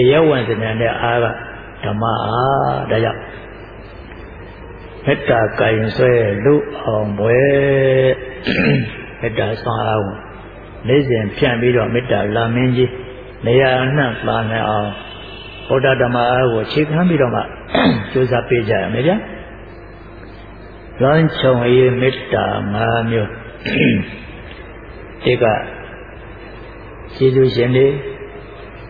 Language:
Burmese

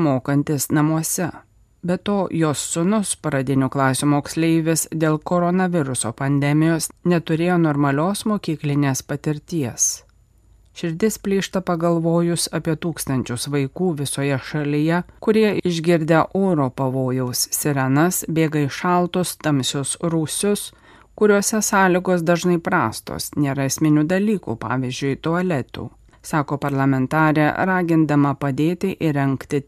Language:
Lithuanian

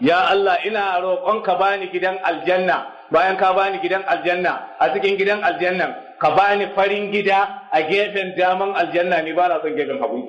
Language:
Hausa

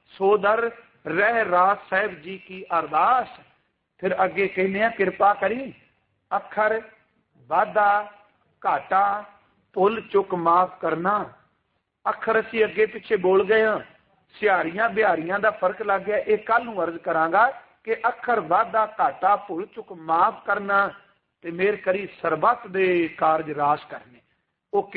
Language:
Punjabi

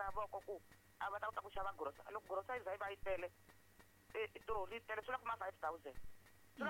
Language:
Tsonga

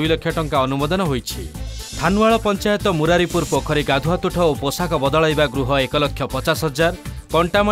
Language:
Odia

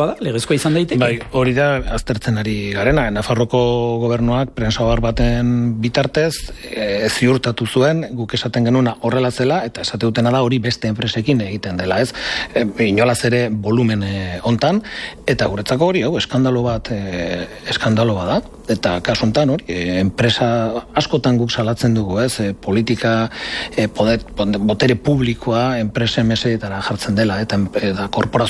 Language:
Basque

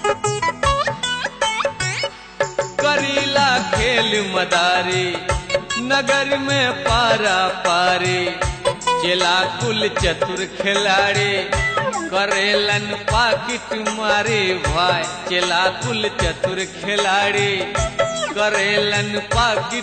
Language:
Bhojpuri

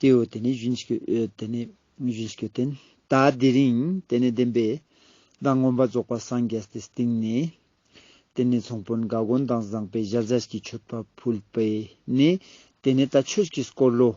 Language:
Ladakhi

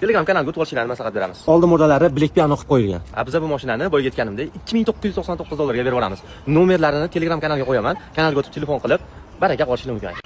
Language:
Uzbek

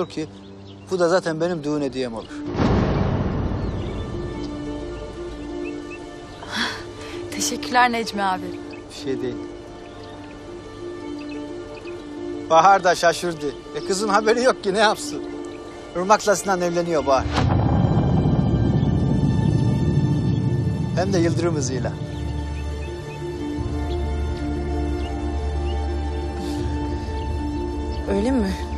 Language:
Turkish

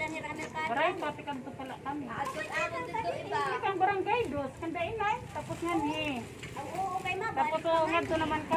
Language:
Waray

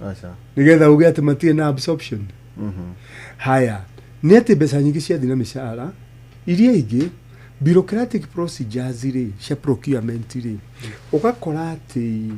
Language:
Kikuyu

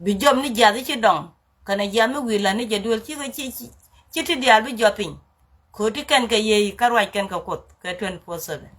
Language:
Nuer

